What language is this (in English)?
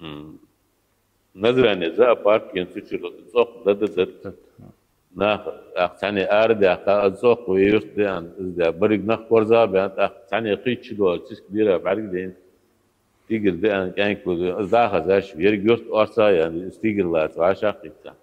Ingush